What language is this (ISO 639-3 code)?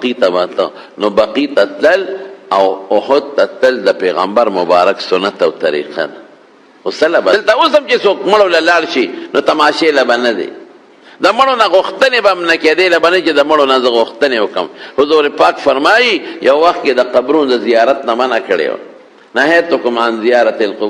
pus